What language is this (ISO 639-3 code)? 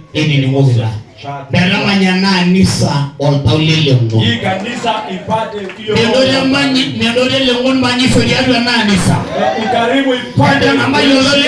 mas